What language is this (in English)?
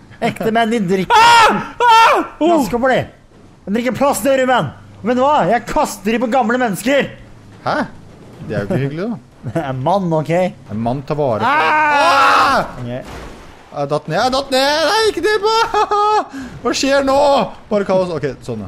Norwegian